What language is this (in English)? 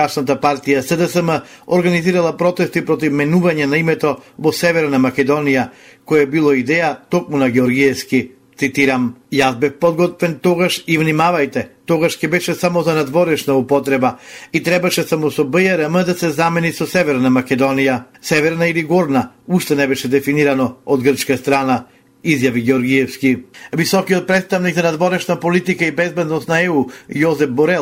Macedonian